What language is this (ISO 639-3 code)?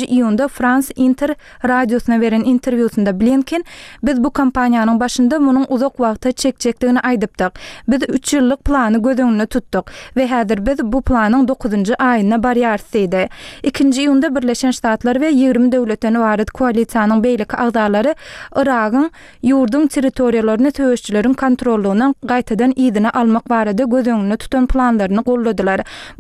tuk